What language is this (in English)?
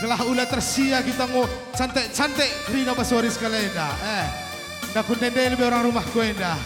Batak Karo